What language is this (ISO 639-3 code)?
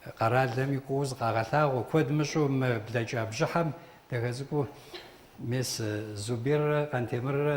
kbd